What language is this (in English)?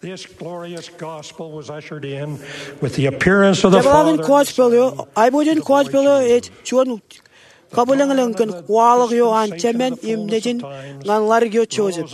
Marshallese